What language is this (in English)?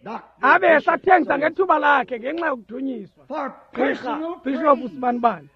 Xhosa